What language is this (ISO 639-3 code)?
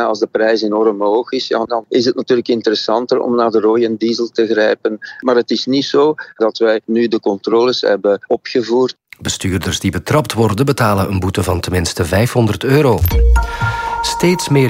nld